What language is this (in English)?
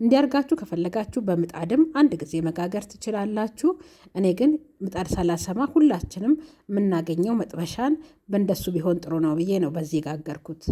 Amharic